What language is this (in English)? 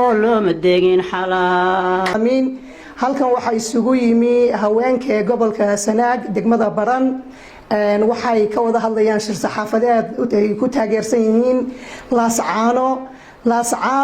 Somali